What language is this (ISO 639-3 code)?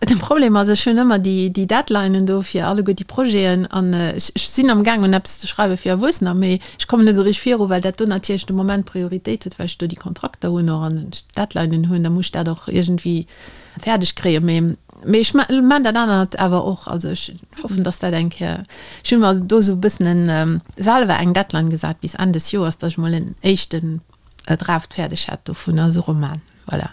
ltz